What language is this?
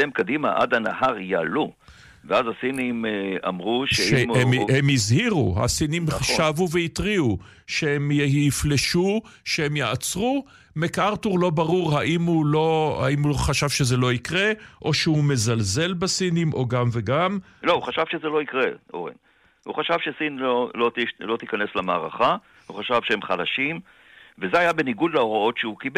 Hebrew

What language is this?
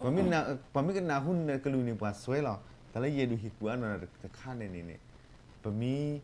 S'gaw Karen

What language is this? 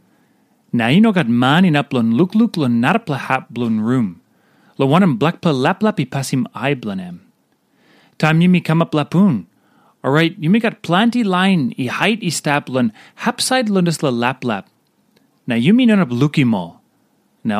Tok Pisin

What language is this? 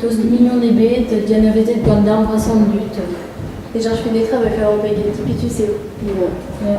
Breton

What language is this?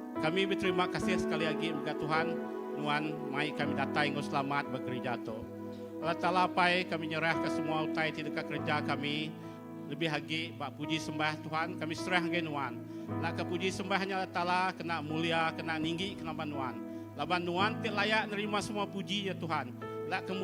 Iban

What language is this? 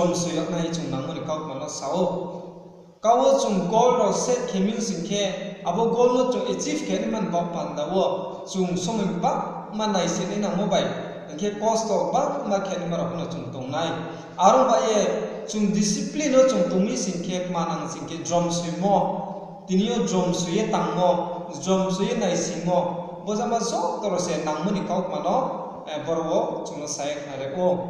Riang (India)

